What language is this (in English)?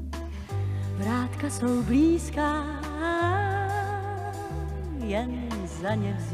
Czech